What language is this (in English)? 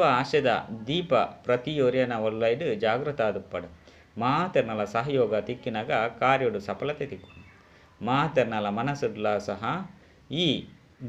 Tulu